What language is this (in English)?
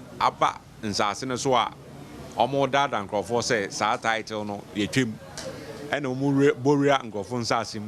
Akan